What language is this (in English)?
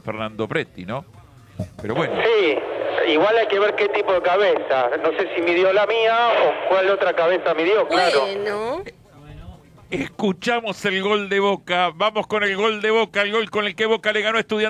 Spanish